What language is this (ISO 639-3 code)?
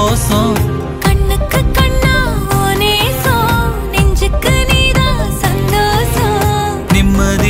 tam